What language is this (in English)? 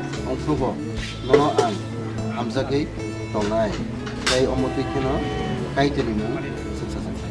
Kok Borok